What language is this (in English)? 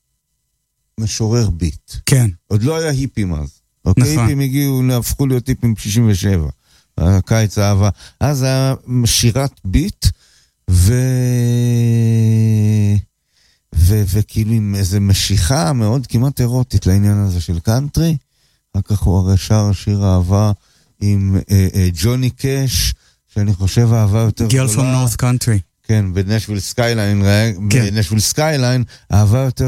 Hebrew